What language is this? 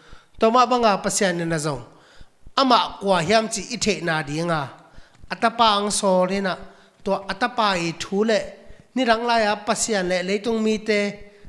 Tedim Chin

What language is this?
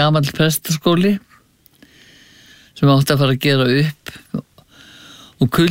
Icelandic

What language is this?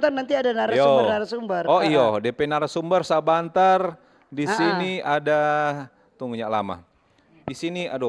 Manado Malay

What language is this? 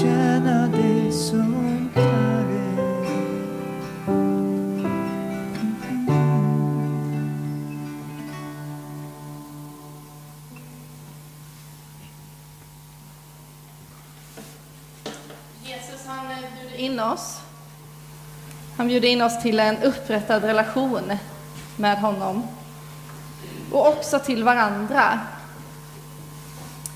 Swedish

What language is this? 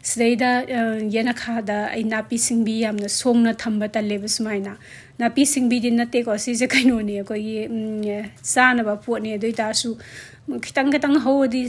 Manipuri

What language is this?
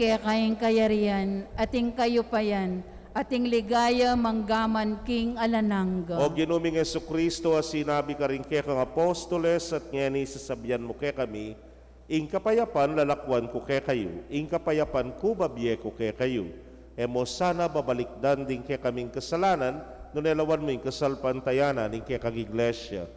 Pampanga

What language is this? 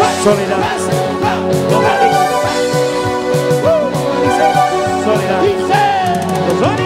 Spanish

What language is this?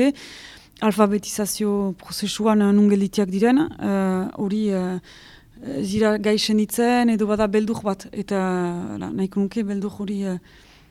Basque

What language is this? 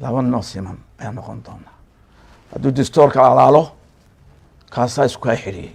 Somali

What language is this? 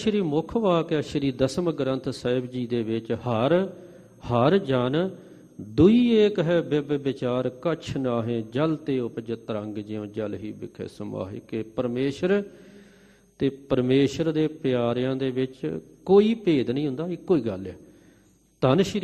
Punjabi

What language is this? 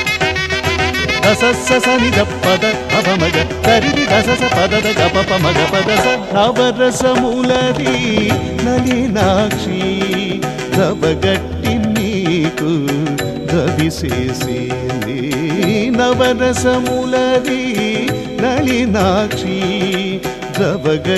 Telugu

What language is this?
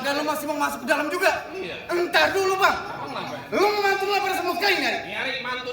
Betawi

